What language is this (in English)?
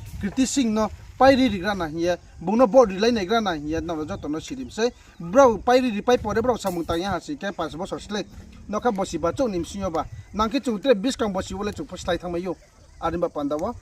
Riang (India)